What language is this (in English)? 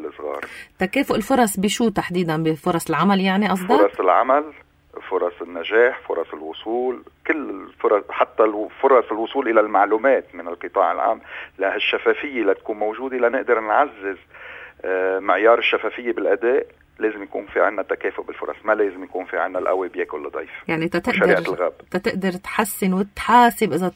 North Levantine Arabic